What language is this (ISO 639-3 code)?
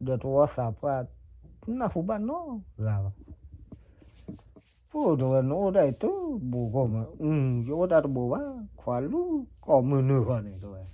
ksw